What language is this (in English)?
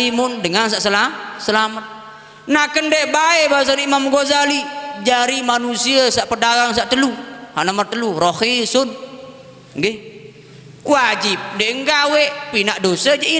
Sasak